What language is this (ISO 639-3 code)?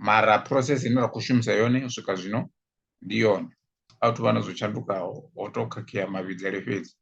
ven